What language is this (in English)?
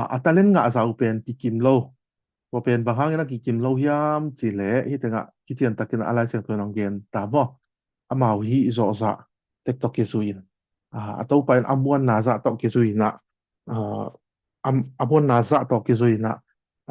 Tedim Chin